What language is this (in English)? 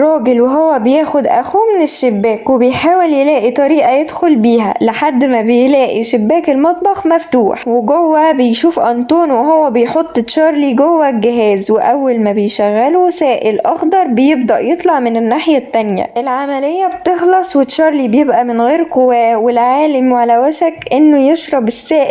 Egyptian Arabic